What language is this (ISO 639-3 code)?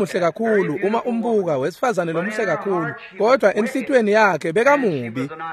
ssw